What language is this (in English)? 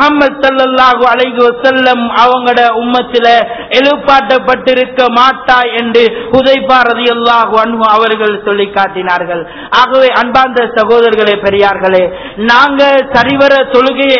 Tamil